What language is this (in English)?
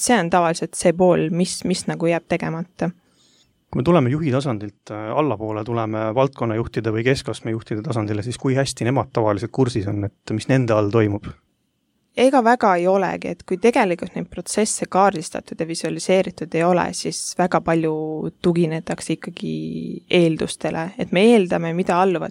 Estonian